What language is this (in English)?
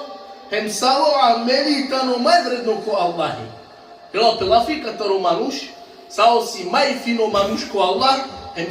Balkan Romani